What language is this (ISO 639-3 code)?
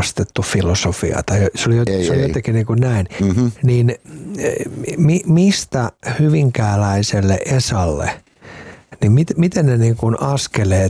fin